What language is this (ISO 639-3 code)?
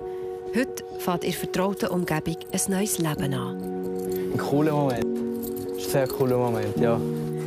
gsw